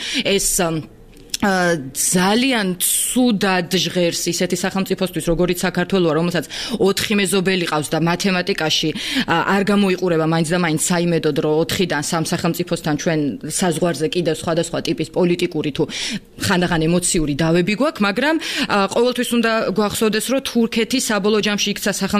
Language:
Georgian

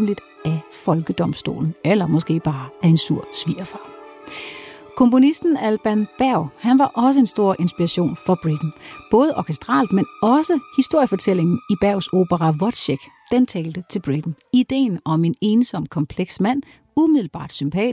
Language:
Danish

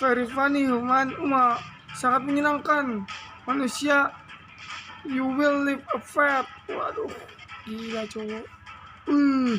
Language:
Banjar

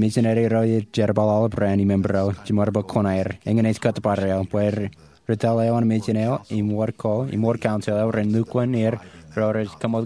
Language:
Marshallese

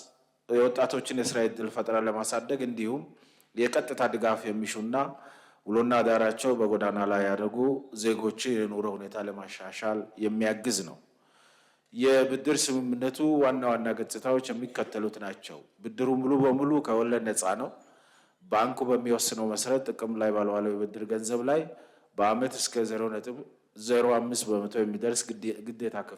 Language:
Amharic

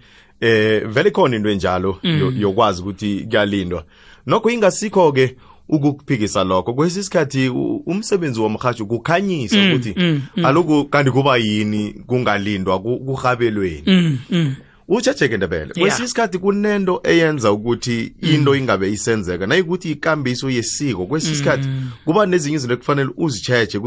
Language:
South Ndebele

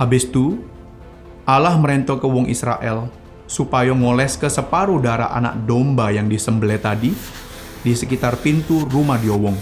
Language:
Musi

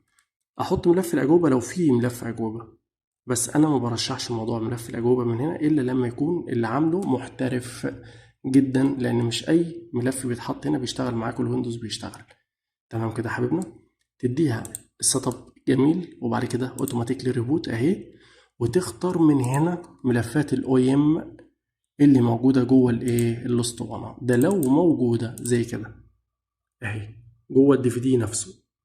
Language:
Egyptian Arabic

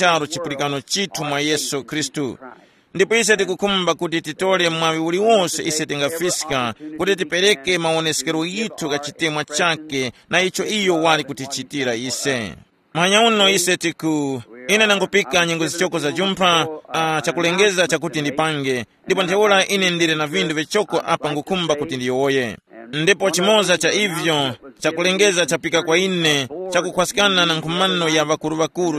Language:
Tumbuka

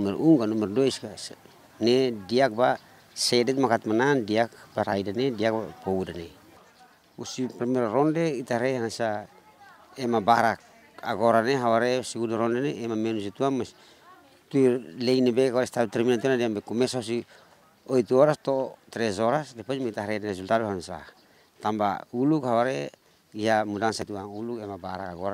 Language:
Tetum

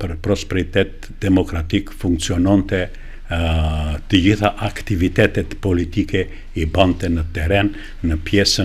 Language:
Albanian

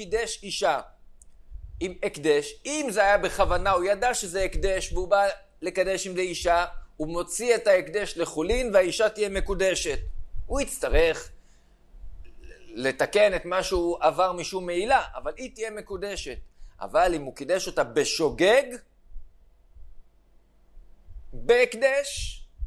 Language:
Hebrew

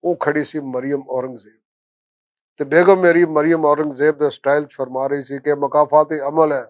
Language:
Western Panjabi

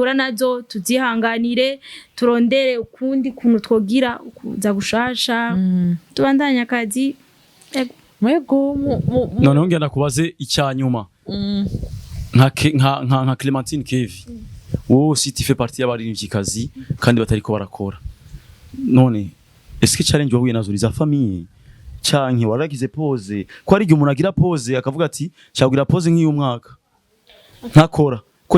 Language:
Rundi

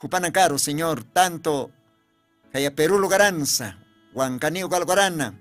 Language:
Aymara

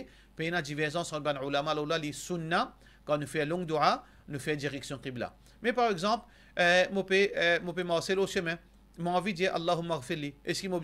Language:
Morisyen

